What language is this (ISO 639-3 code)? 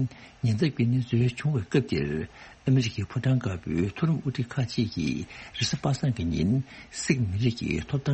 bod